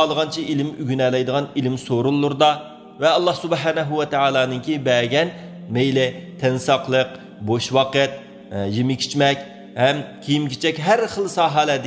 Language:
Uyghur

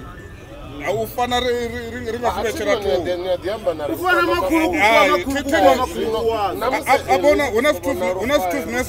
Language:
Venda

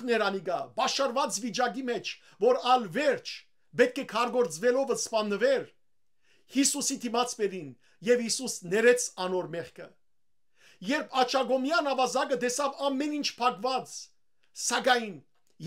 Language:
Western Armenian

